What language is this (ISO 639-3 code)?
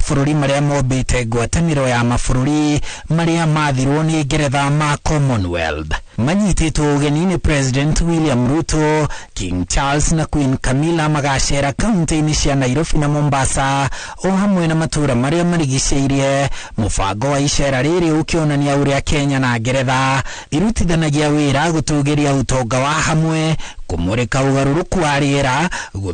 kik